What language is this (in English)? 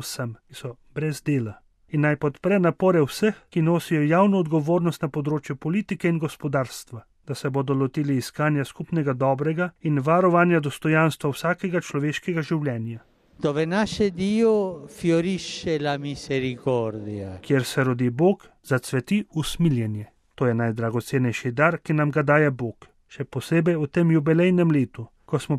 Slovenian